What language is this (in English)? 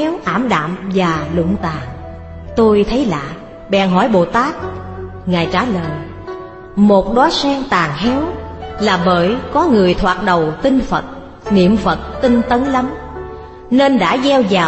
Vietnamese